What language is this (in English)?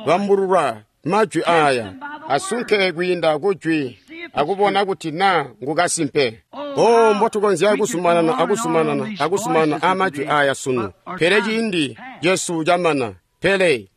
Tonga (Zambia)